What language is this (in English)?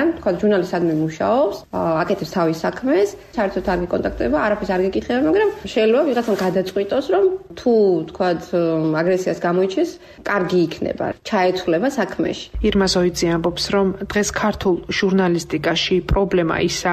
Georgian